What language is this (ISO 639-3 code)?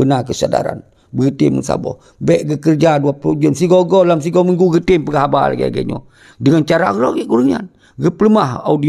ace